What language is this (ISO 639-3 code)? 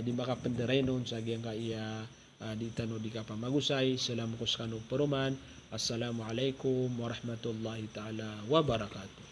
mrw